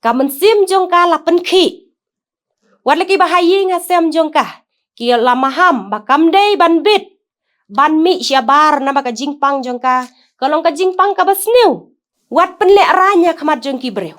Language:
Khasi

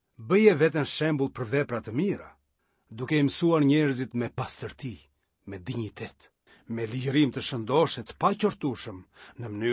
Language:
Albanian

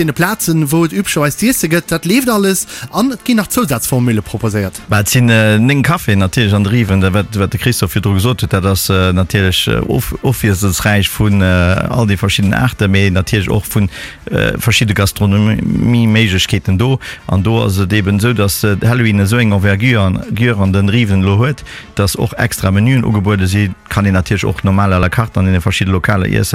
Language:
Luxembourgish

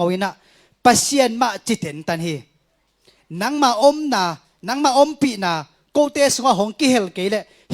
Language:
Tedim Chin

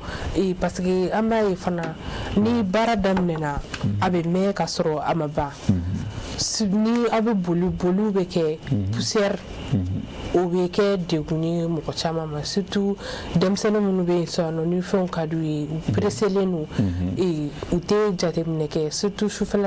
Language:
Bambara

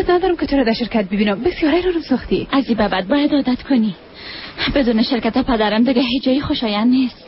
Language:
Persian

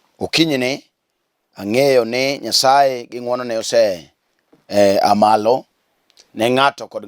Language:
Luo (Kenya and Tanzania)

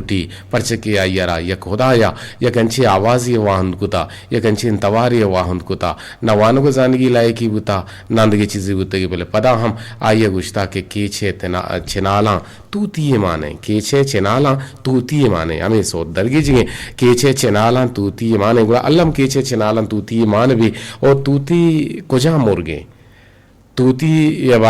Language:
Eastern Balochi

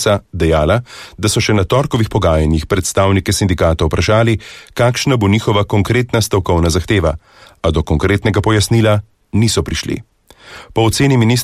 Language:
Slovenian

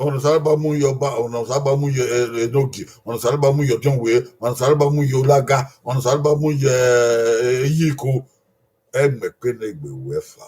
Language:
Bini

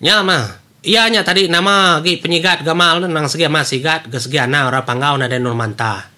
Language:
Iban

